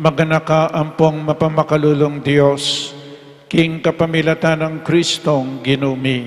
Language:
Pampanga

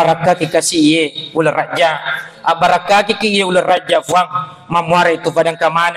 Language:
Buginese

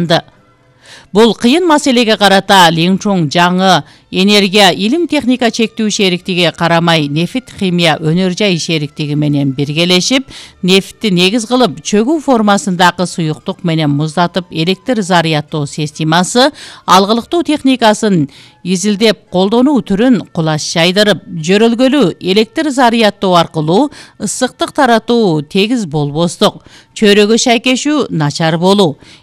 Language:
Kyrgyz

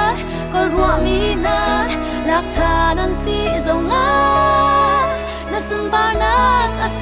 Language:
Hakha Chin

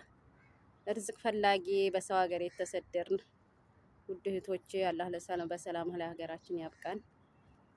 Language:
Amharic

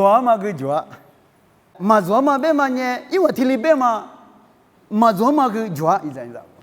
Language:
Lisu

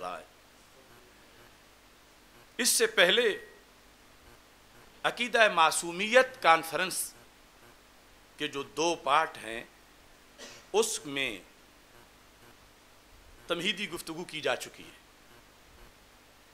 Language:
Urdu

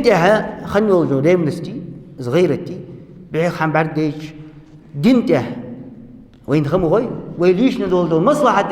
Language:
Ingush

